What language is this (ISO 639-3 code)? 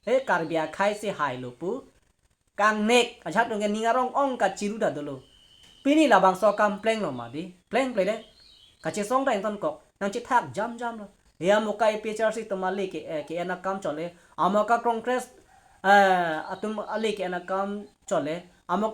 mjw